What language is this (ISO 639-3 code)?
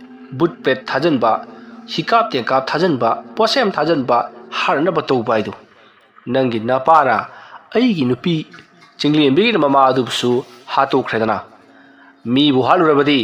mni